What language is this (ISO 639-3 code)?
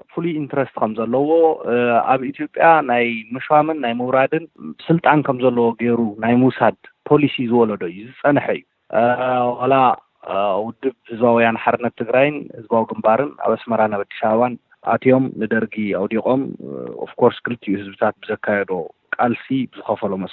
tir